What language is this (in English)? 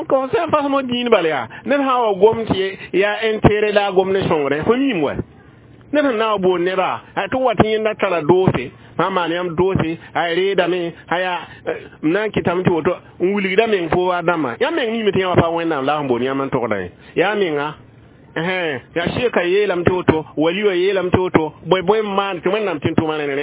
Mossi